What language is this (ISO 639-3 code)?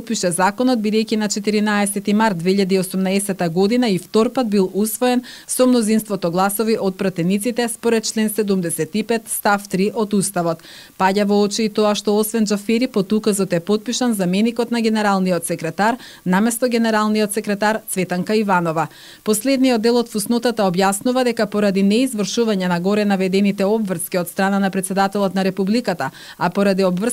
mkd